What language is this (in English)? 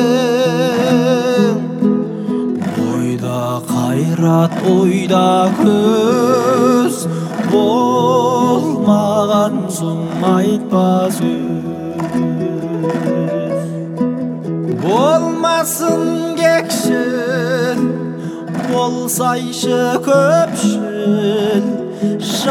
Kazakh